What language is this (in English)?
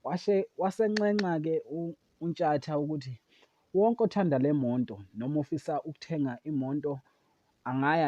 Zulu